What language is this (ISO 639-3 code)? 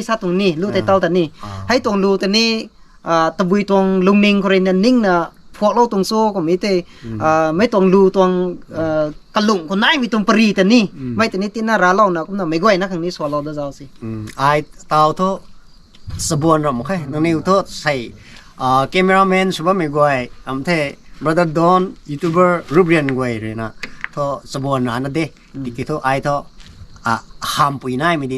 nbu